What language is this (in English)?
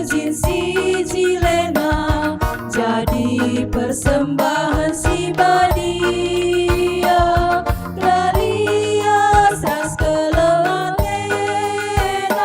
Batak Karo